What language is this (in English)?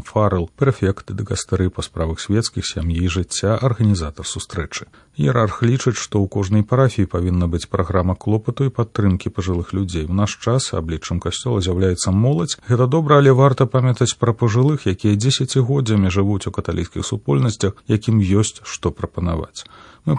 Belarusian